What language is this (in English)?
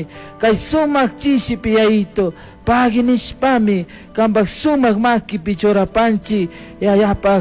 Chimborazo Highland Quichua